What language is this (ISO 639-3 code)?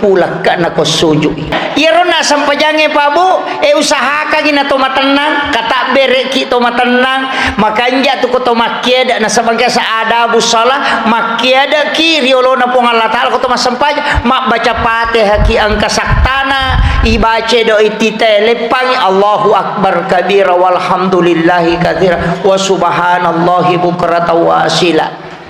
bug